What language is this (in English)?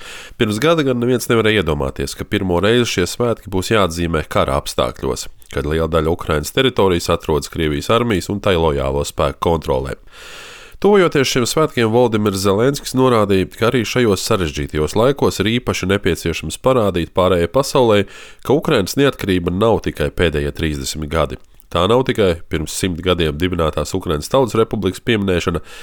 Latvian